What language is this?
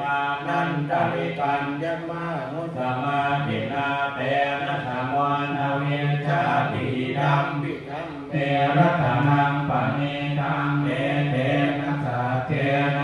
Pali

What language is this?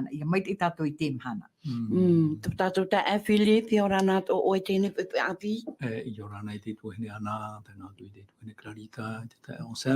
Tahitian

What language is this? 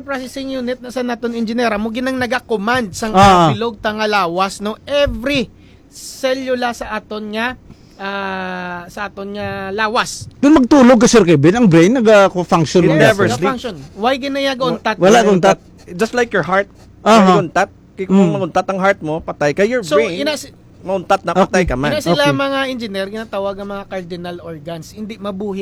Hiligaynon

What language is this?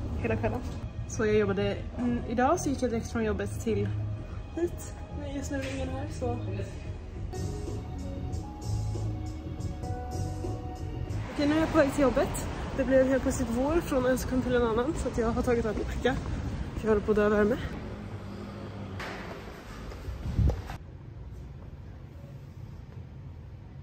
Swedish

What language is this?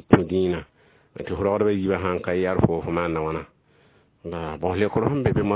Mossi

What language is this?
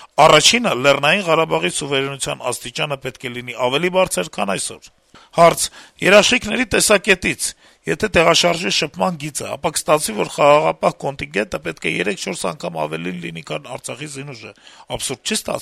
Armenian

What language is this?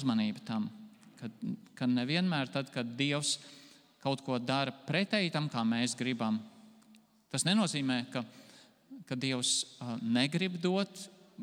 Latvian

